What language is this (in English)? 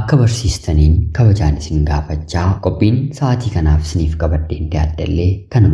Oromo